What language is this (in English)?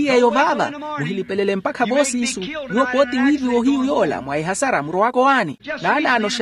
Makhuwa